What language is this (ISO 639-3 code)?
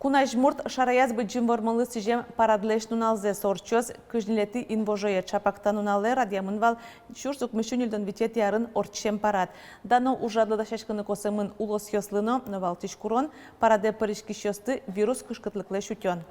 udm